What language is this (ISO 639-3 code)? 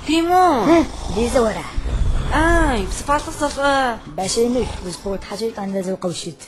ady